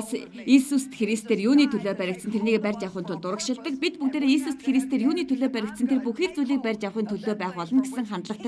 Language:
Mongolian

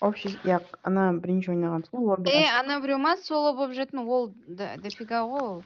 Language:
Kara-Kalpak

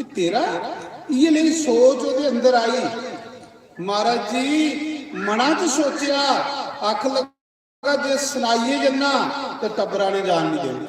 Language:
Dogri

